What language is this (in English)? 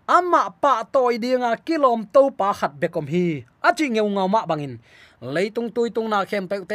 Tedim Chin